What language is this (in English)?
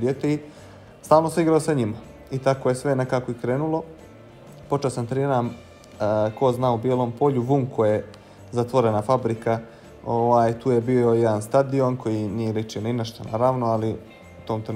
Bosnian